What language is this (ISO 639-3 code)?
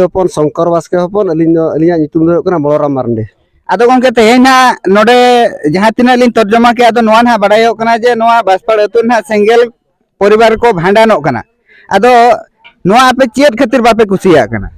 sat